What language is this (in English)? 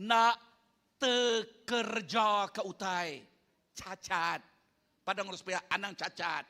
Iban